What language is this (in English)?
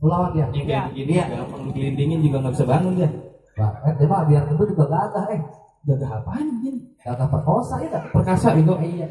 Betawi